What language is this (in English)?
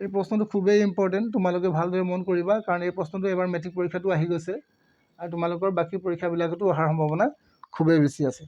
Assamese